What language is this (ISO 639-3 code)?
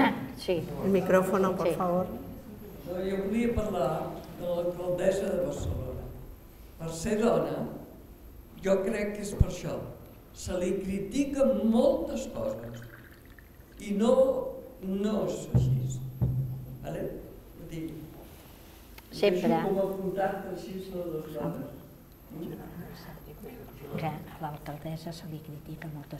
cat